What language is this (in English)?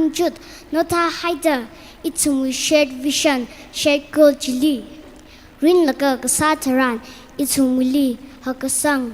Tangkhul Naga (India)